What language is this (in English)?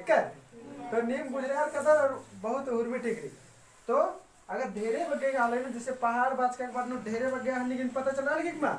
Kurukh